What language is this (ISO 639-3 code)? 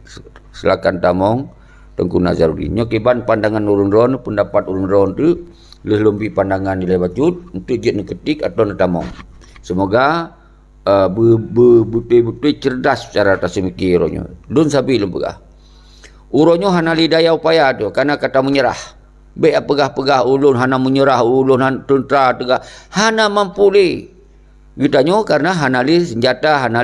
ace